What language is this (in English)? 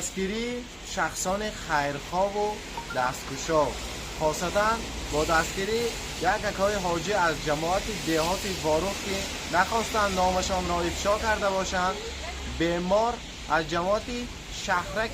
Tajik